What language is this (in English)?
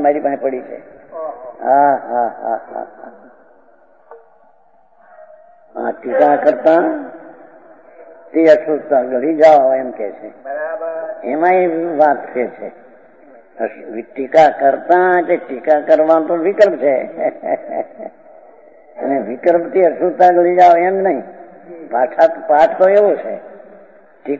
Gujarati